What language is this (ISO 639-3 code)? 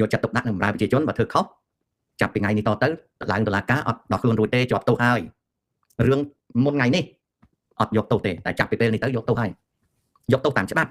khm